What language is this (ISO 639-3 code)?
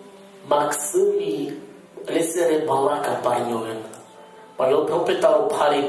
rmn